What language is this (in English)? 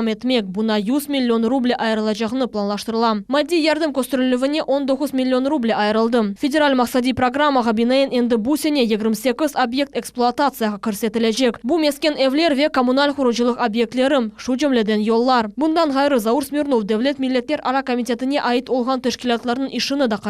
Crimean Tatar